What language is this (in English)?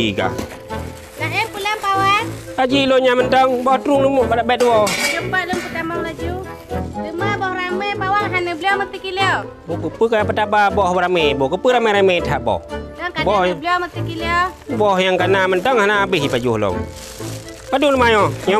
Achinese